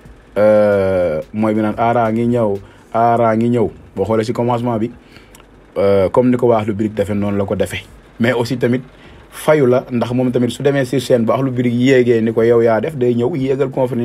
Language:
Wolof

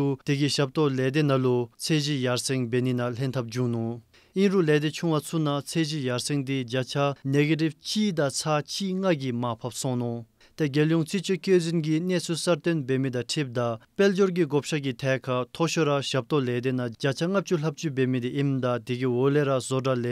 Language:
Dzongkha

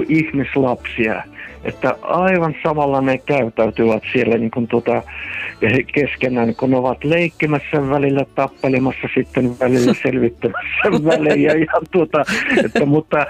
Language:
Finnish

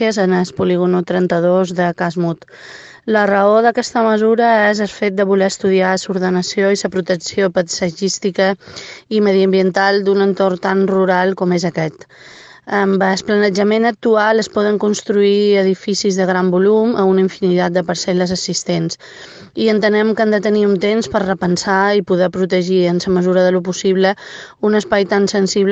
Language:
Catalan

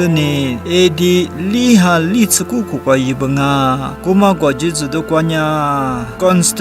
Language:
Lisu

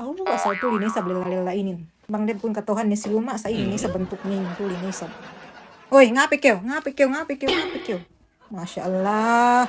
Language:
Yakan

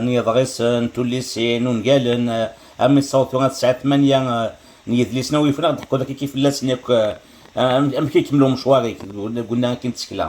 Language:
Kabyle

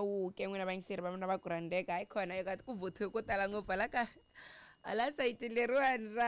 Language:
Tsonga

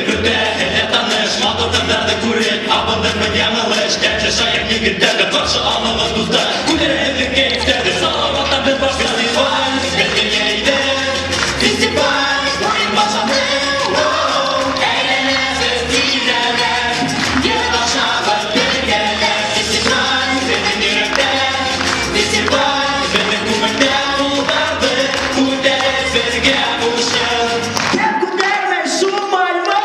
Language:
Bashkir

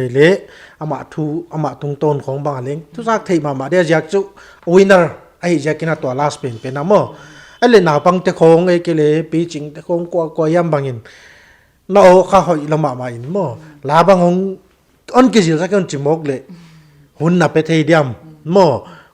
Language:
Paite Chin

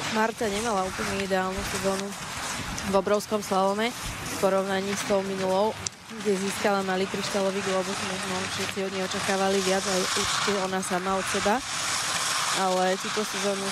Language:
Slovak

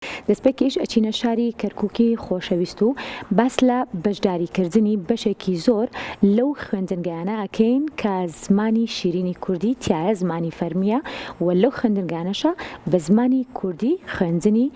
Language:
Central Kurdish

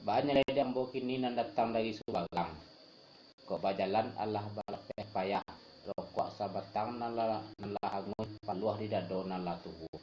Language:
Minangkabau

